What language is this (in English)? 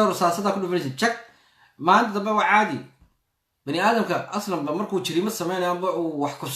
Somali